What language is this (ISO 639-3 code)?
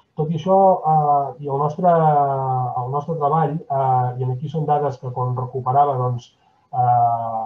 cat